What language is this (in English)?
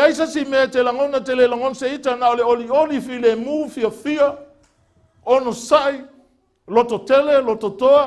Samoan